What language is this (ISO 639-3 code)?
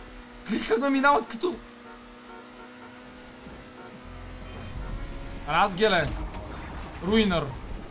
bul